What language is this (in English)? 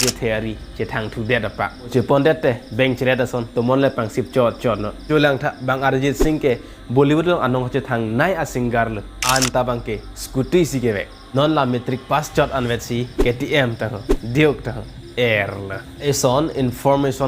Karbi